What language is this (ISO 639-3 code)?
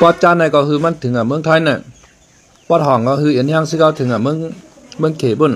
shn